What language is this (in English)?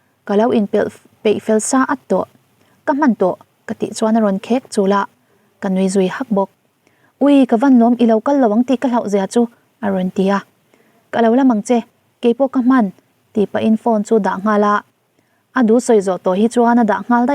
Mizo